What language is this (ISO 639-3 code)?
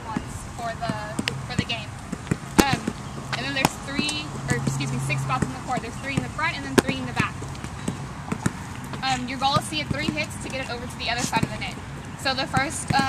eng